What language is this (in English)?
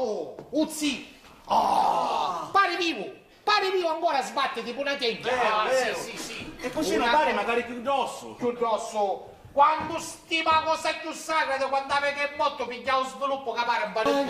Sicilian